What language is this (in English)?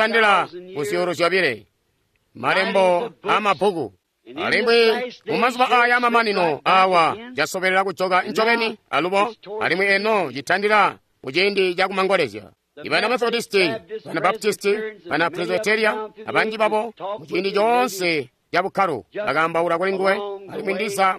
Tonga (Zambia)